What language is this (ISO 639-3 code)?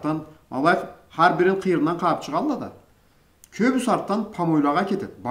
krc